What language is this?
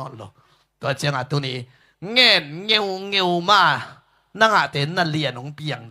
Tedim Chin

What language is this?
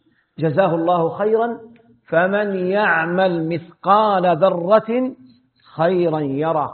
Arabic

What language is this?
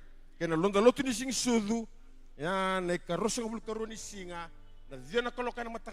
Fijian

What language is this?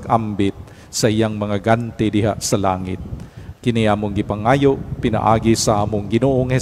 Cebuano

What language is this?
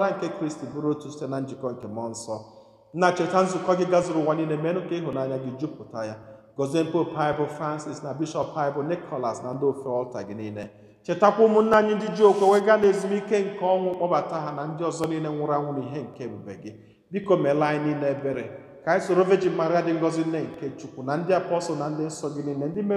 Igbo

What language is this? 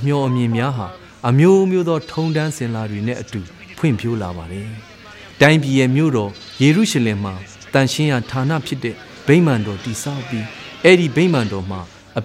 Burmese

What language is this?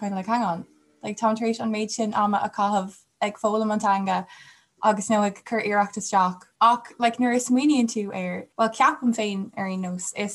Irish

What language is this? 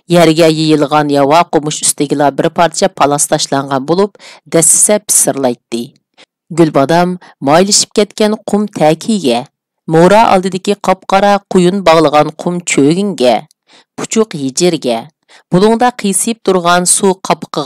Uyghur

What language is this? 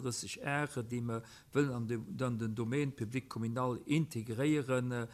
Luxembourgish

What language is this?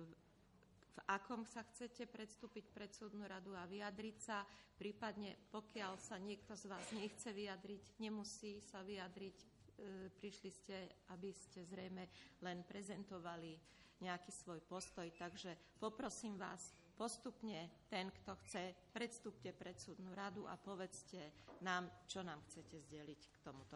Slovak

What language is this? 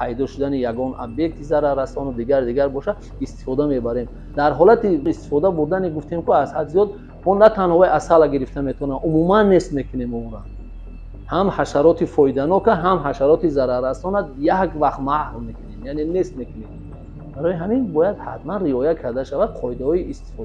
Tajik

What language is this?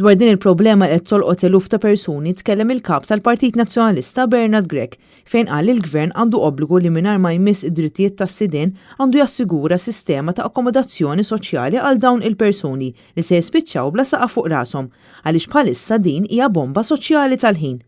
Maltese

